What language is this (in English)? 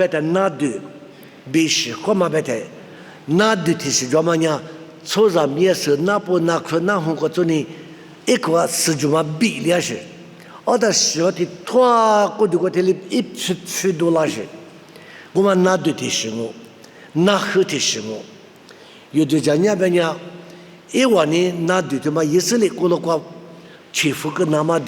Lisu